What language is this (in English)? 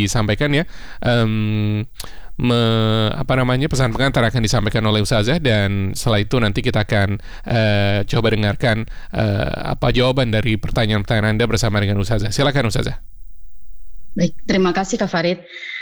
Indonesian